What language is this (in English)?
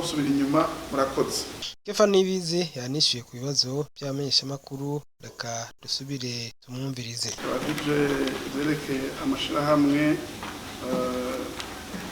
Rundi